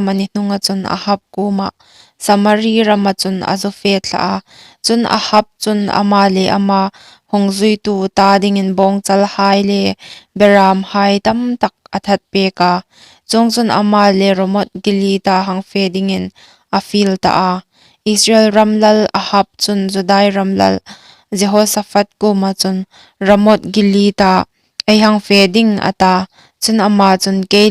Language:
Hmar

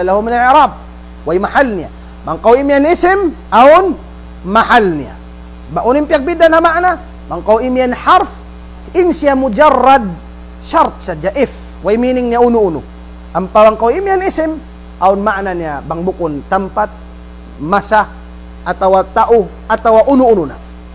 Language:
Tausug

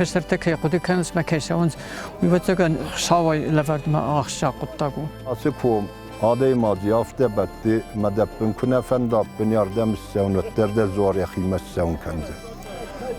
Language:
Ossetic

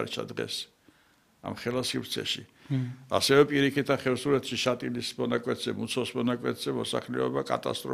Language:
Georgian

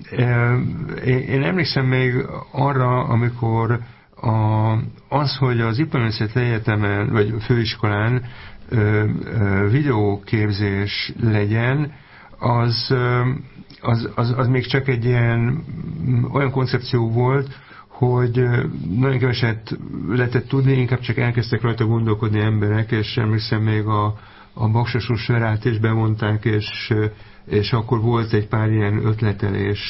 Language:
Hungarian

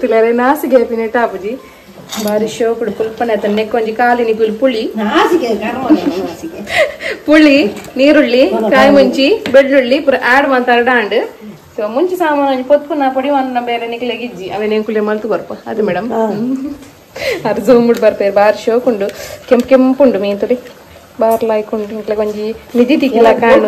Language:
Tulu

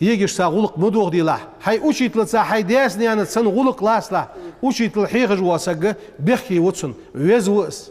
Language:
Ingush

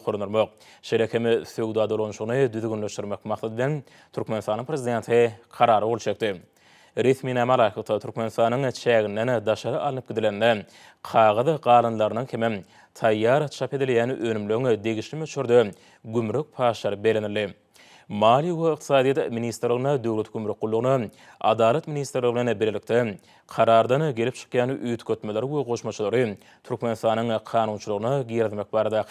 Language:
Turkmen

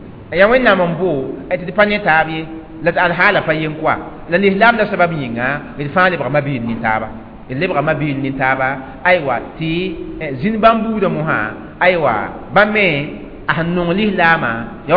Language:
Mossi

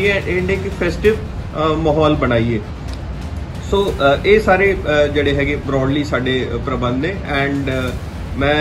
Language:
Punjabi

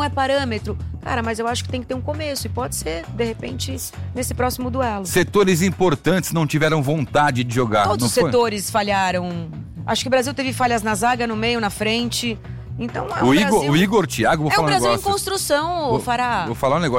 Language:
Portuguese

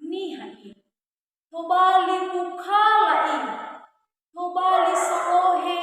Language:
Nias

